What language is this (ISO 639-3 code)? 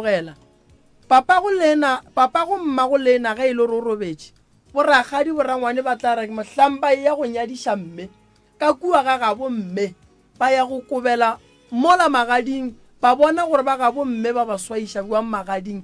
nso